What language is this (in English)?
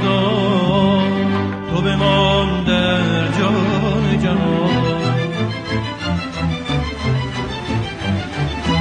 Persian